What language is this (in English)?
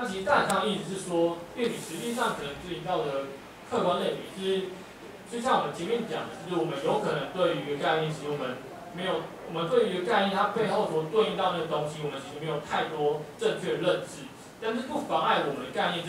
Chinese